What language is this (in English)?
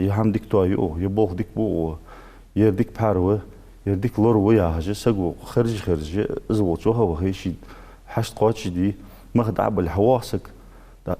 Ingush